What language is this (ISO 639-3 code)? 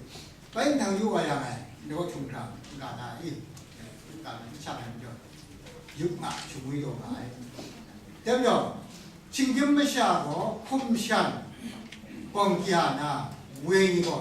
kac